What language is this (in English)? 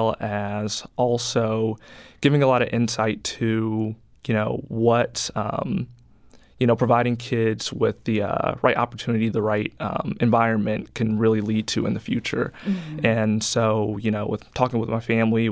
English